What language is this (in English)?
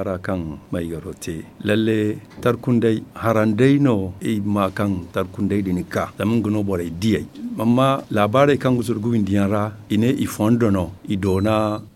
Zarma